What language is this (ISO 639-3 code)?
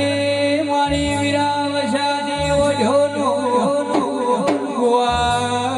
guj